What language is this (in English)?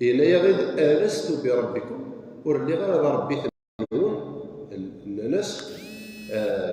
Kabyle